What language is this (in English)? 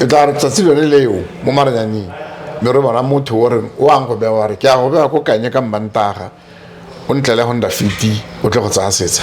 Tswana